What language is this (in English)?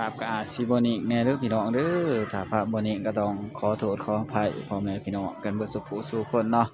Northeastern Thai